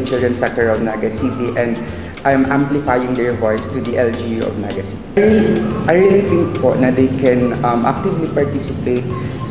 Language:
Bikol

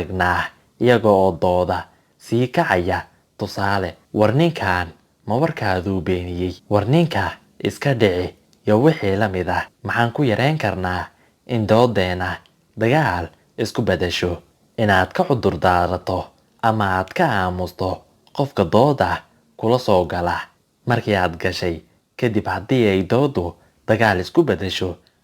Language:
Somali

